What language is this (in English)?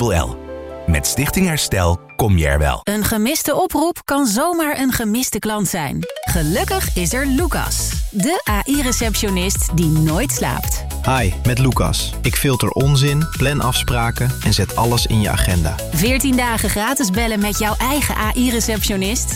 Dutch